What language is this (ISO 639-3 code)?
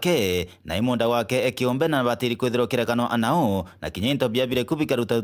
mer